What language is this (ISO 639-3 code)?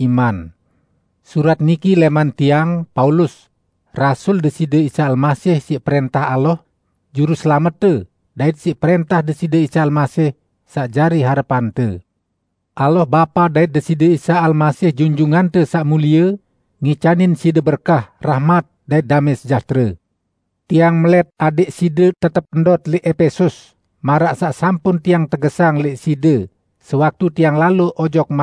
sas